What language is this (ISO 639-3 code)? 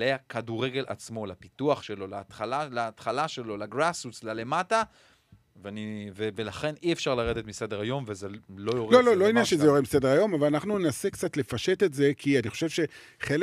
heb